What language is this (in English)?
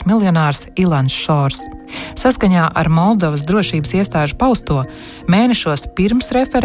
Latvian